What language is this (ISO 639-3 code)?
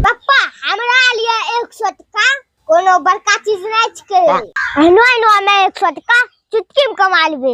anp